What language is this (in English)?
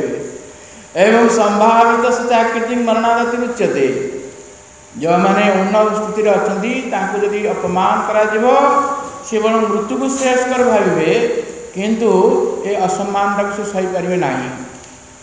Odia